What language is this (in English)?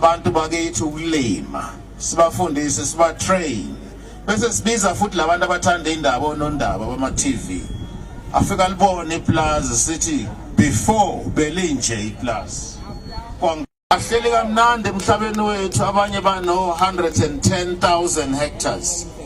Zulu